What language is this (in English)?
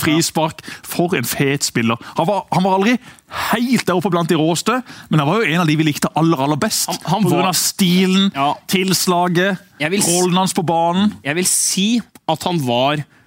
Norwegian